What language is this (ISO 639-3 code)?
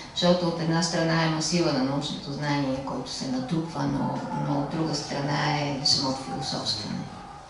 bul